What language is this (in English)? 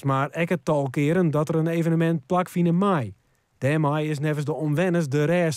Western Frisian